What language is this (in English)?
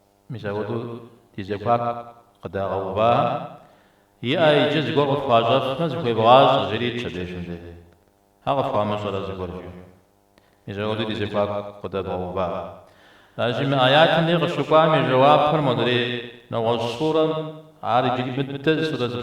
Kabardian